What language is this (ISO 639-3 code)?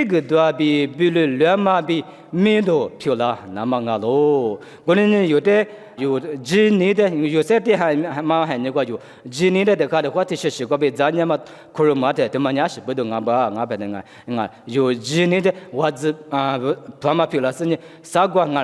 lis